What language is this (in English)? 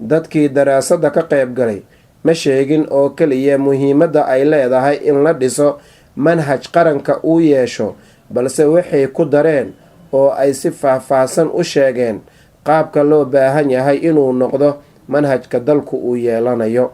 Somali